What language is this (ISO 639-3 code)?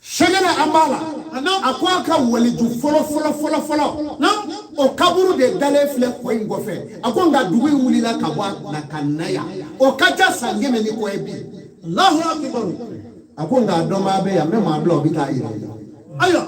bam